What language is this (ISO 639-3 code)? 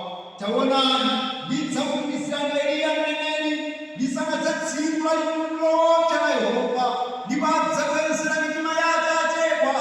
nya